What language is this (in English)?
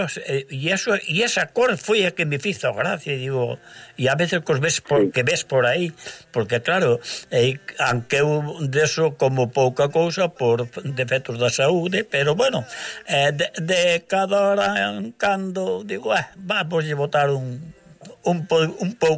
Galician